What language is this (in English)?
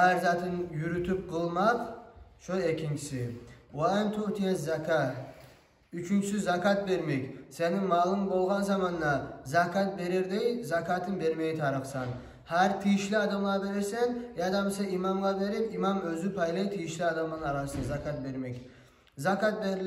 Kumyk